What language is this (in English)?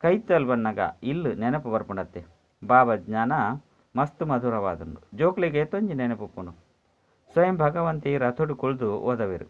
Tulu